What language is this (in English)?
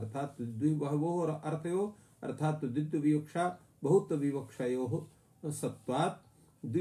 Sanskrit